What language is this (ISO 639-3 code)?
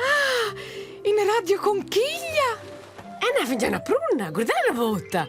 roh